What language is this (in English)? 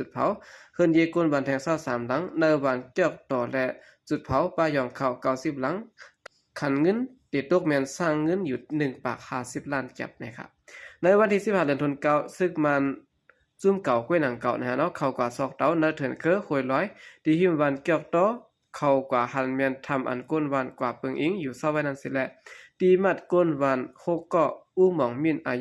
Shan